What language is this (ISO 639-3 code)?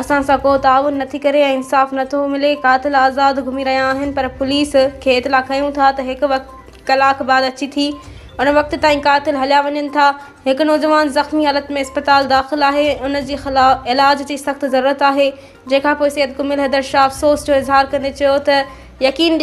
snd